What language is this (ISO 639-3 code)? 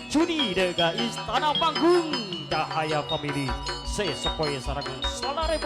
mad